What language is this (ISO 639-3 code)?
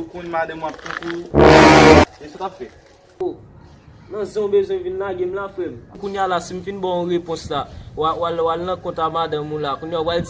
hat